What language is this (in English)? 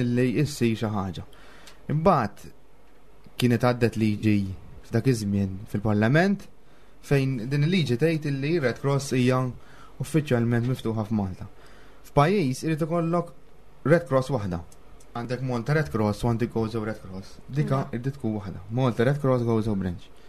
Maltese